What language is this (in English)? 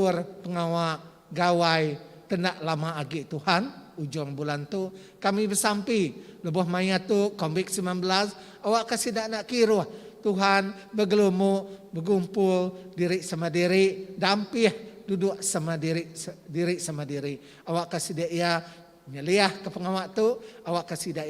Iban